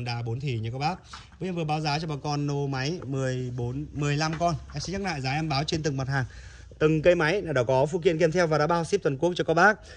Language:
Vietnamese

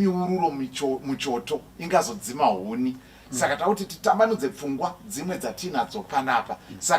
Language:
Shona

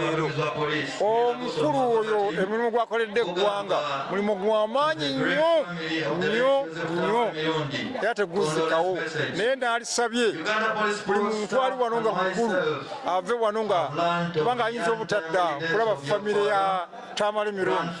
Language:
Ganda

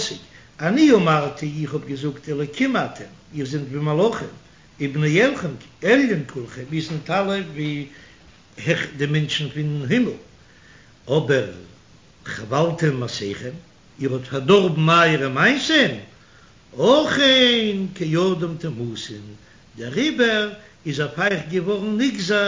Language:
Yiddish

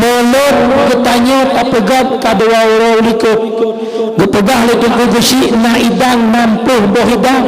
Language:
Achinese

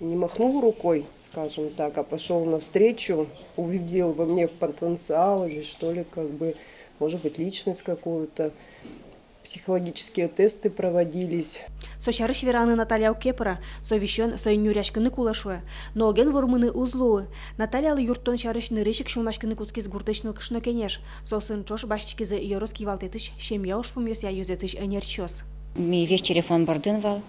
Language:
Udmurt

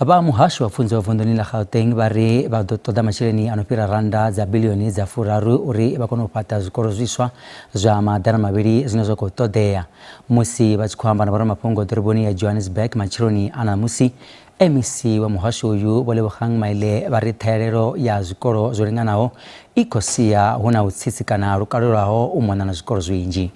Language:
Venda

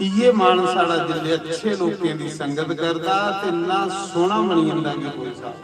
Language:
Dogri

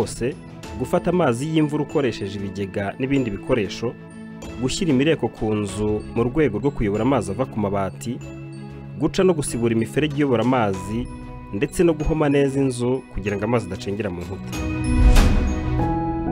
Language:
Kinyarwanda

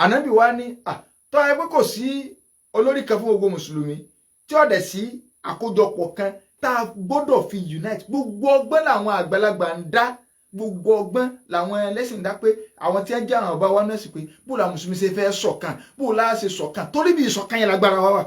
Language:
Yoruba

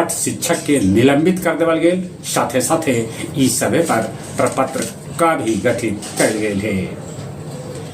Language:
Magahi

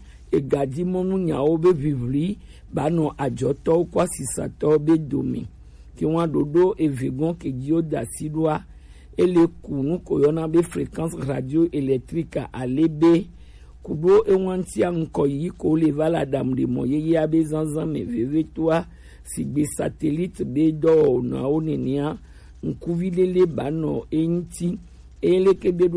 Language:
Gen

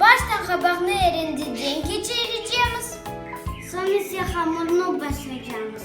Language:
Crimean Tatar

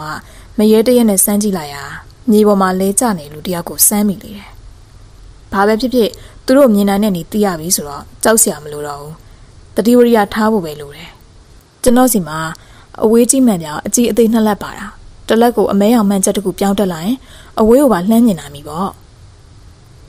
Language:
Burmese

